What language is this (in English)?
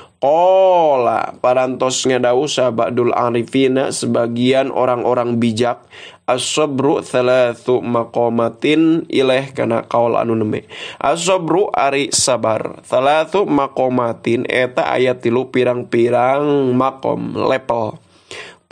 Sundanese